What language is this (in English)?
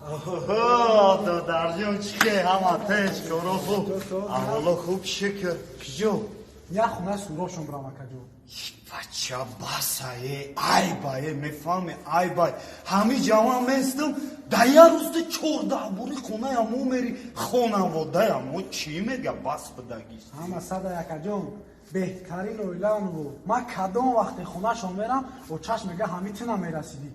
Tajik